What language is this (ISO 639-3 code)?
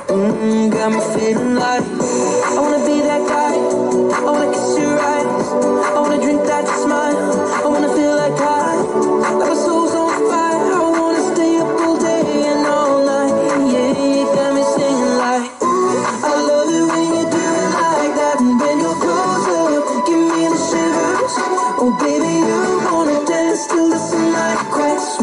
eng